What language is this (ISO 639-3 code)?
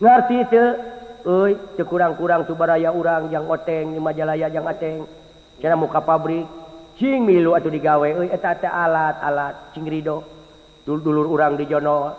sun